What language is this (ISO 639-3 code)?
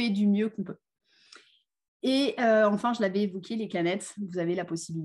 fra